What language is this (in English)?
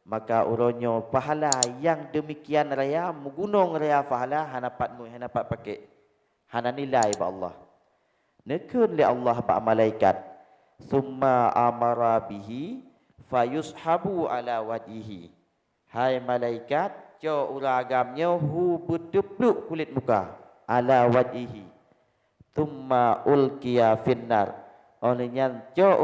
Achinese